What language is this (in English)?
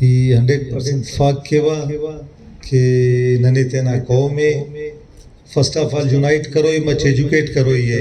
Brahui